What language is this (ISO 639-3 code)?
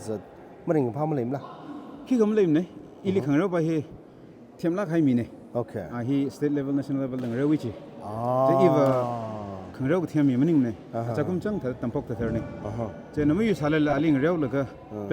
nmf